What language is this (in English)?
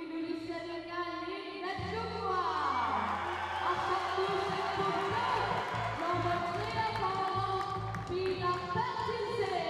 Kalaallisut